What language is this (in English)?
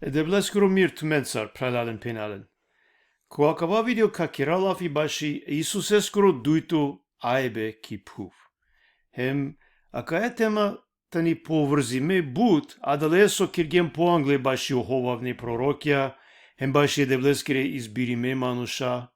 Balkan Romani